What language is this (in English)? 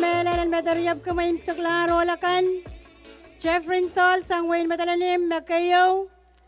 Pohnpeian